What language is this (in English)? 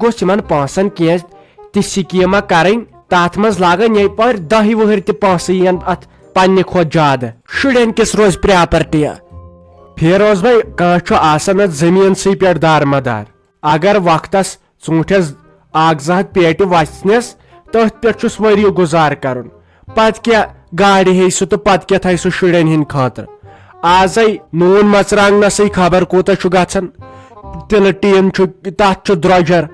Kashmiri